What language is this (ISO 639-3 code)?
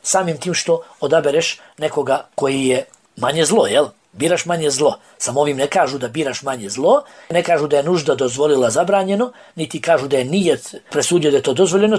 bos